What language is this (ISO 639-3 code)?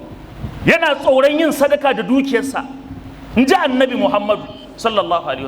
hau